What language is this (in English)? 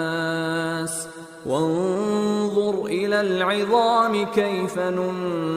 Divehi